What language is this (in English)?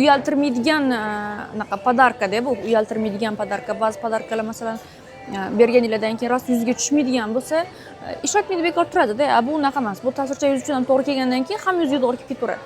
Uzbek